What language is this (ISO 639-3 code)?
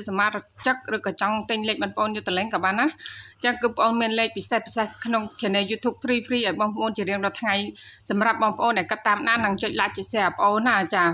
khm